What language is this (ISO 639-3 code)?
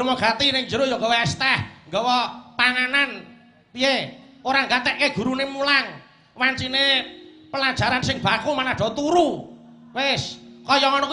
jav